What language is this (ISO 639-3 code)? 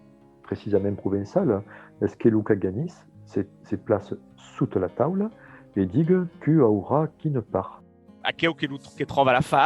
oci